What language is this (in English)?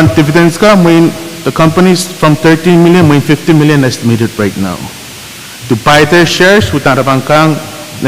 Pohnpeian